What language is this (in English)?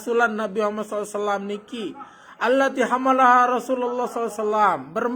Sasak